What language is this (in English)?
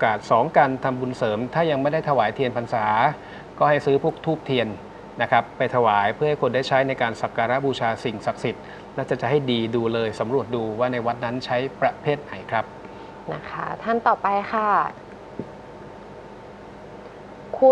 Thai